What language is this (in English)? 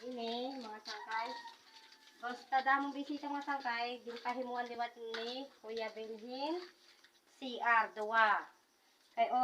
Waray